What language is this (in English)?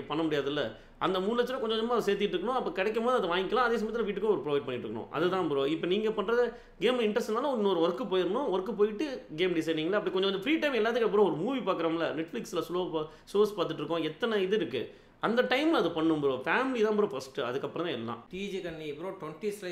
Tamil